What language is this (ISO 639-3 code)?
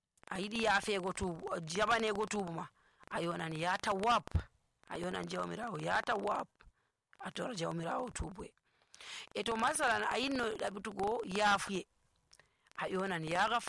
fuv